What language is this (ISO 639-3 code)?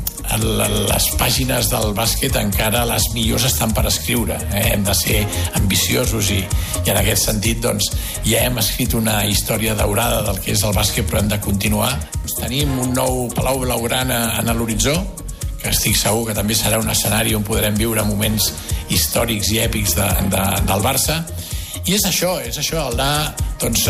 cat